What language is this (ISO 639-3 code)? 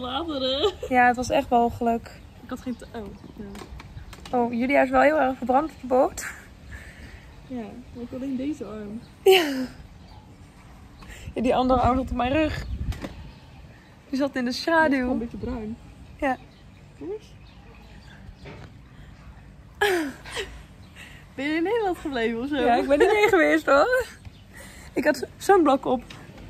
nld